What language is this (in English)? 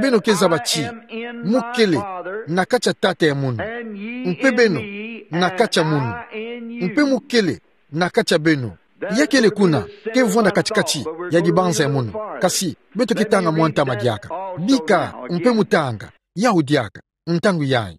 Kituba (Democratic Republic of Congo)